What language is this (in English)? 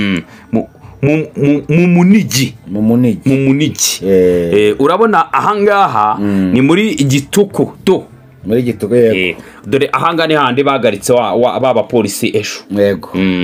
Kinyarwanda